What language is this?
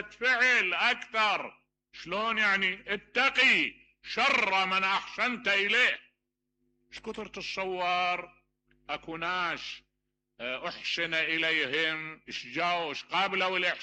Mesopotamian Arabic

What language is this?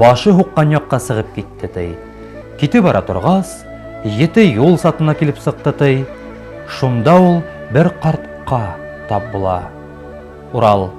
Bashkir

